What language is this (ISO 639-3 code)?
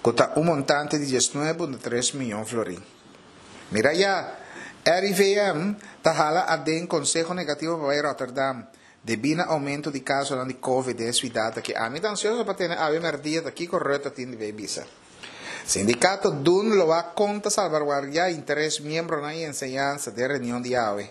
pap